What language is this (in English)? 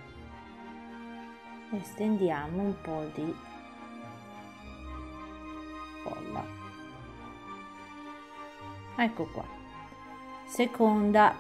Italian